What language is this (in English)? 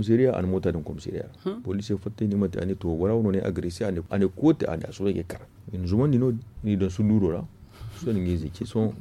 Zarma